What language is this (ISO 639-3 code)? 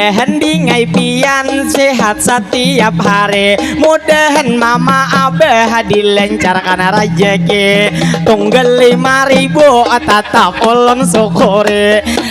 bjn